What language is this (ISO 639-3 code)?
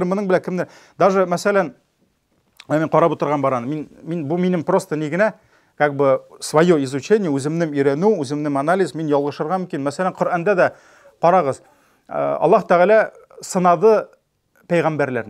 tat